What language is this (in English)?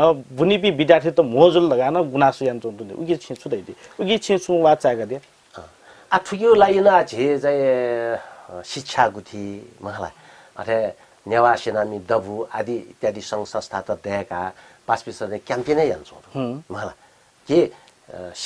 Newari